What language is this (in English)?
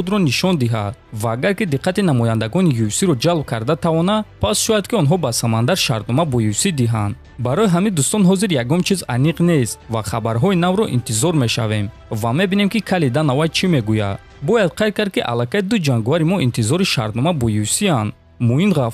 Tajik